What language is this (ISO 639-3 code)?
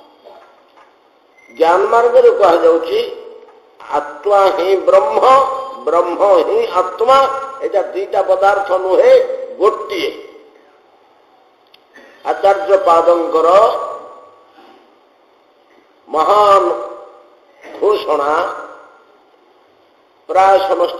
ori